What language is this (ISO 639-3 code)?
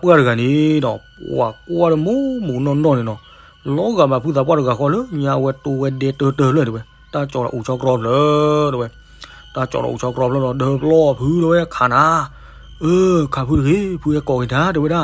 ksw